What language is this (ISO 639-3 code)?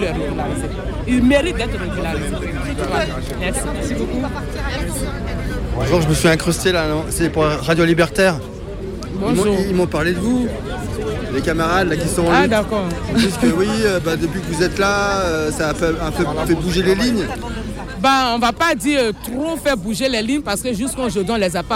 fra